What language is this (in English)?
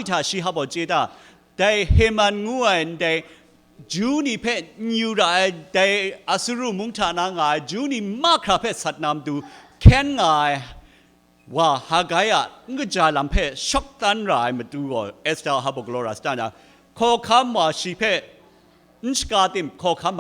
Kachin